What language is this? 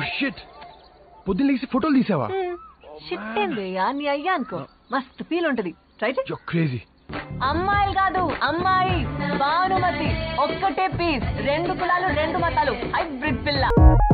Telugu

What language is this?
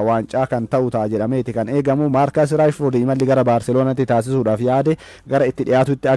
Oromo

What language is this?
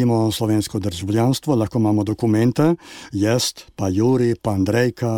Slovenian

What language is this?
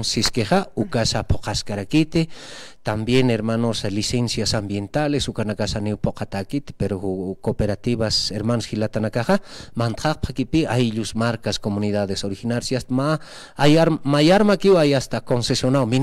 Aymara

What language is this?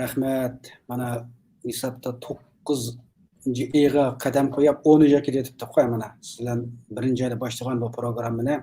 Uyghur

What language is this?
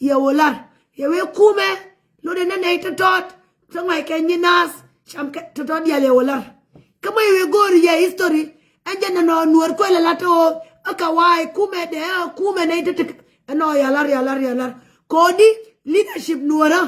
Nuer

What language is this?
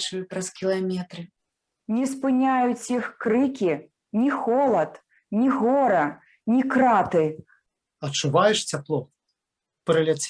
Belarusian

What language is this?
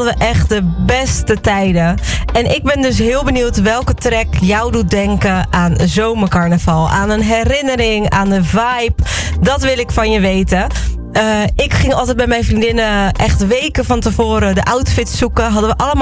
Dutch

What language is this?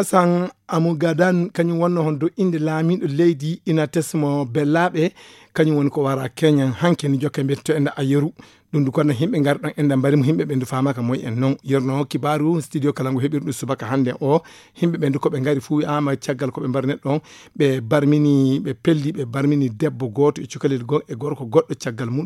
Fula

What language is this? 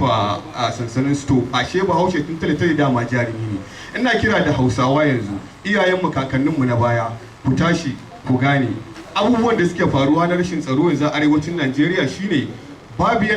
Hausa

